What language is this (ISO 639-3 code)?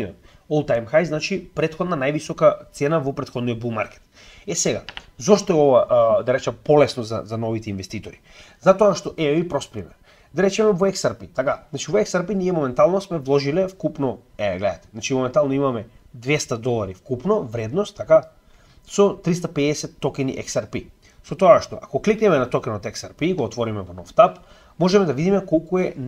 mkd